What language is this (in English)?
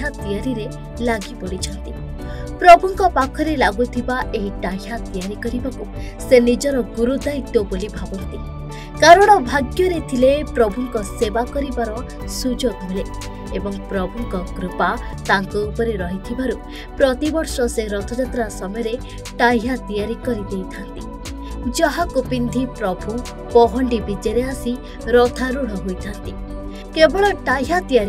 Odia